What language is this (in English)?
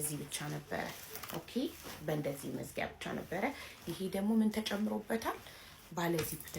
Amharic